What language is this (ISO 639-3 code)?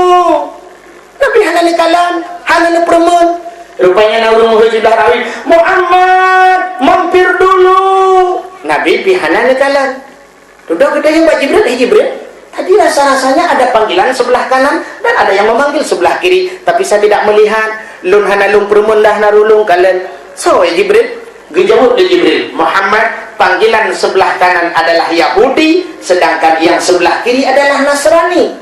ace